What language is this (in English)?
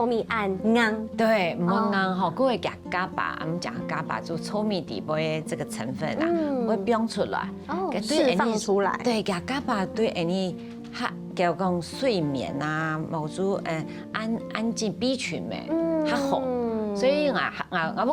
Hakka Chinese